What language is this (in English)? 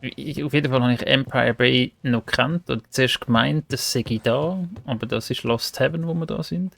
Swiss German